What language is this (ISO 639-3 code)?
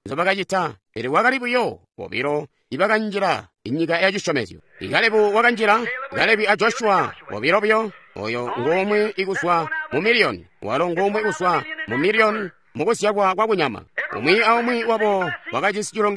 toi